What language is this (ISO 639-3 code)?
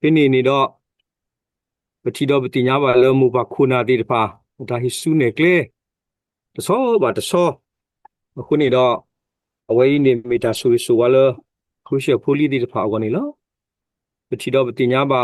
ksw